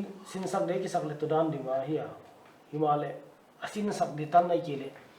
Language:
Paite Chin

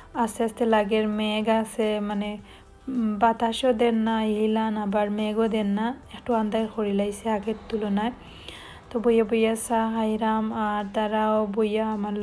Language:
Sylheti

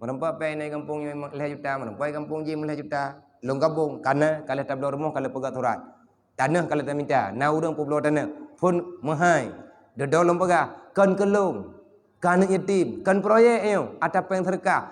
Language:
Achinese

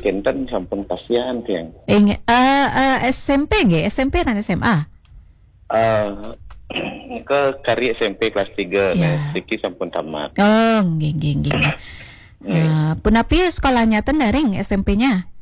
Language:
Balinese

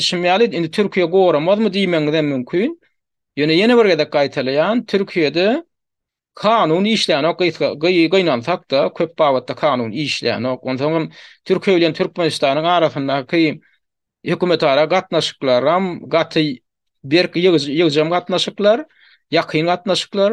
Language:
Turkmen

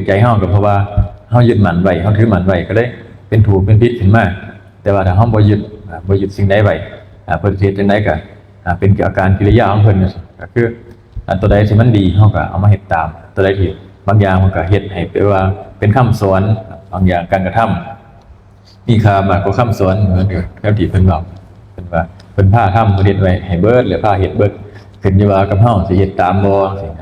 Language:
Northeastern Thai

